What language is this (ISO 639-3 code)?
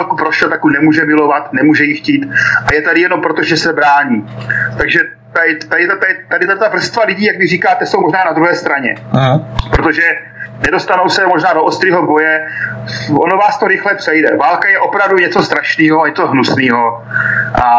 ces